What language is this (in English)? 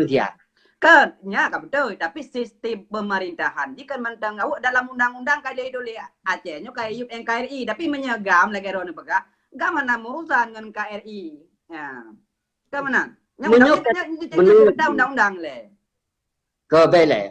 Achinese